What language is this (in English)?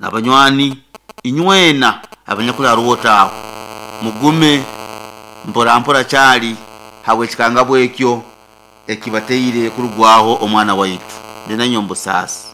Nyoro